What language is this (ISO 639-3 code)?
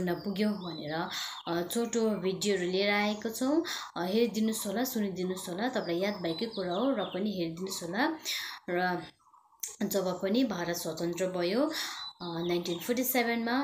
nep